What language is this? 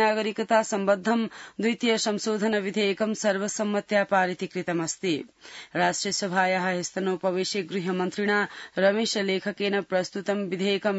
Sanskrit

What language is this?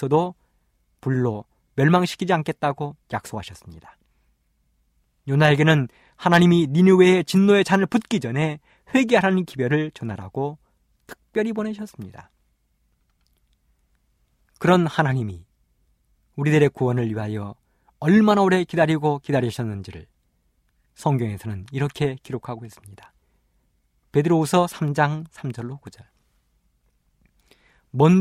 Korean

